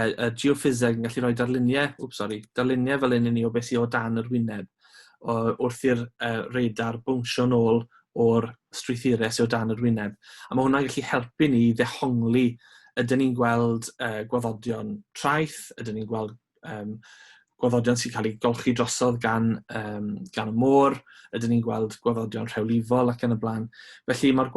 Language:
Welsh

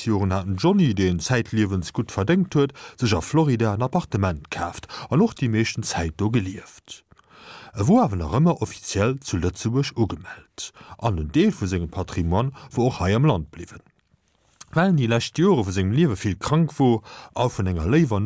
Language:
Luxembourgish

